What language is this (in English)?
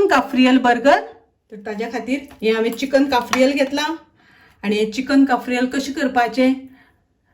Konkani